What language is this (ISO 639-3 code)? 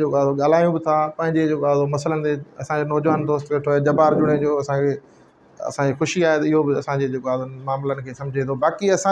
snd